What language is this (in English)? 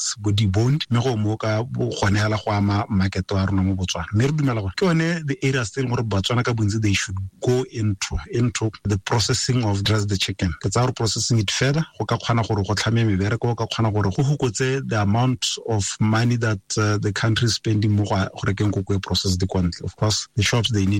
Tswana